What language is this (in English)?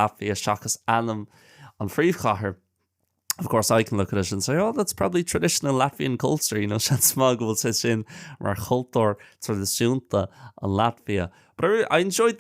Irish